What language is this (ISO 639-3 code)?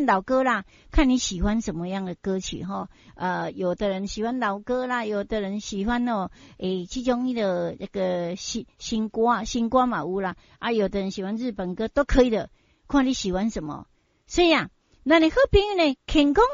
nan